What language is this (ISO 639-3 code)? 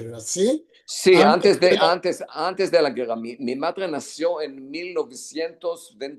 lad